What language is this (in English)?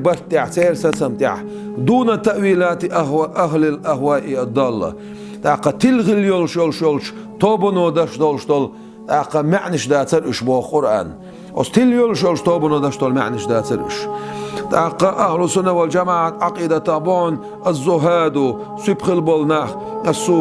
Chechen